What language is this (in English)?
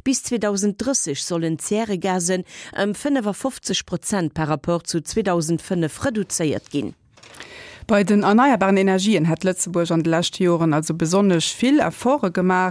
Luxembourgish